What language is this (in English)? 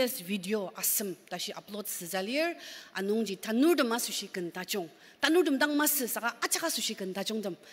Ao Naga